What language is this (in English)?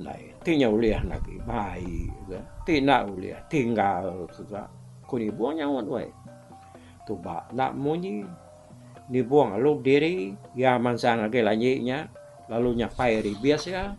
Iban